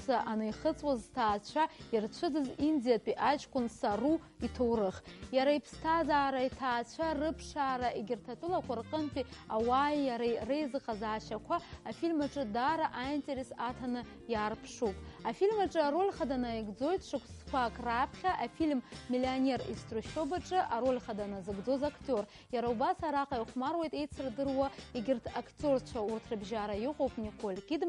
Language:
Abkhazian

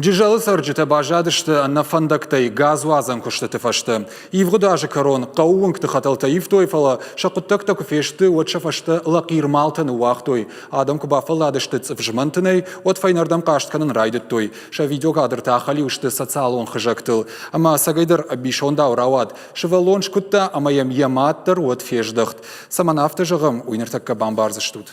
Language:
Ossetic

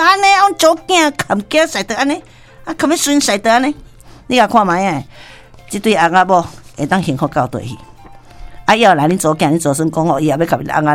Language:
Min Nan Chinese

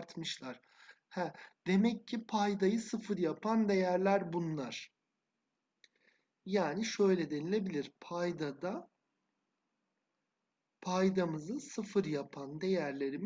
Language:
Turkish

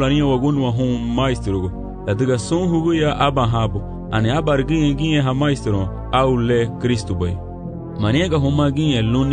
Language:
Garifuna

